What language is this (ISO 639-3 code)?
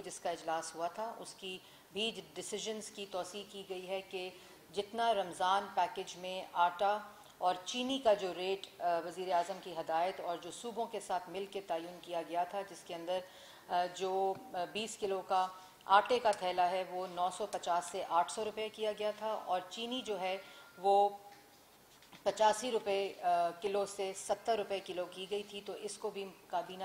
urd